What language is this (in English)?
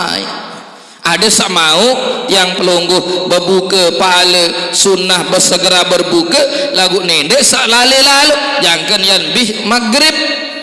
Sasak